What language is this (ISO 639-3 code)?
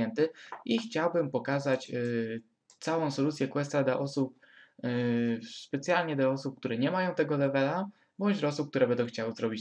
pol